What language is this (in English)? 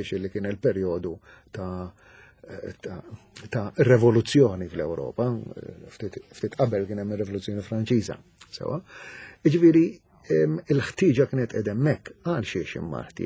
Maltese